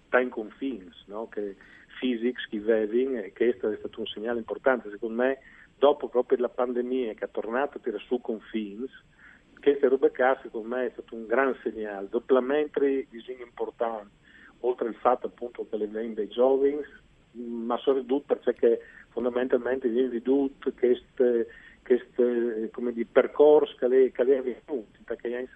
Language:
Friulian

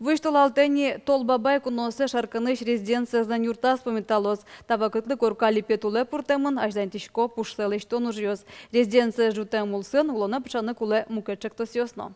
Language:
Udmurt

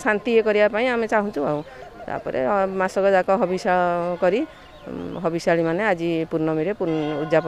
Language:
Odia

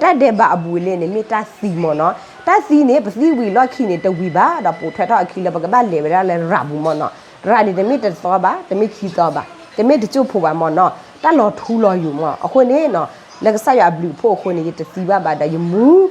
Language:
S'gaw Karen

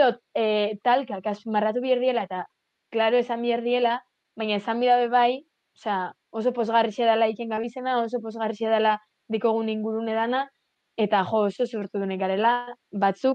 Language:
Basque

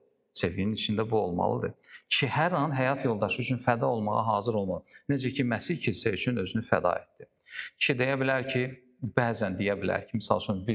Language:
Azerbaijani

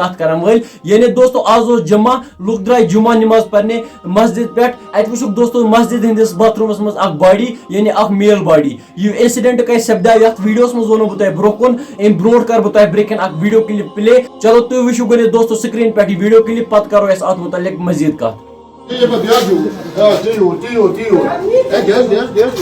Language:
Kashmiri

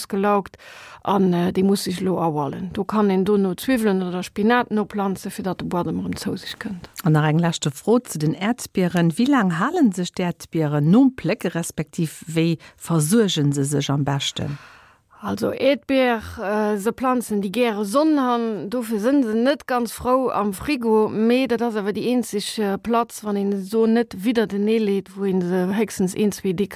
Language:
Luxembourgish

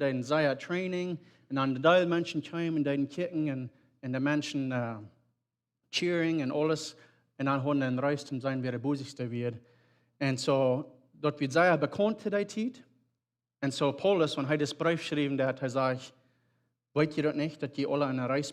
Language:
Plautdietsch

